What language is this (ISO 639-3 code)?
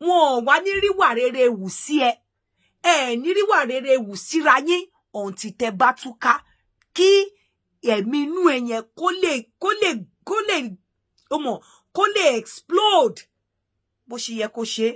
yor